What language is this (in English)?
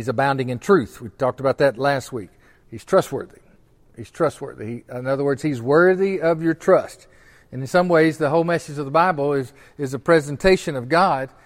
English